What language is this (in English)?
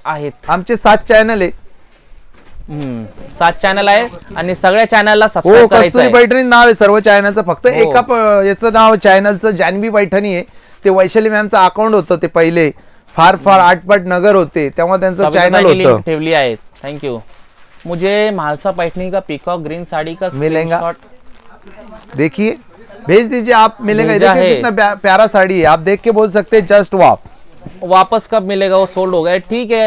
Marathi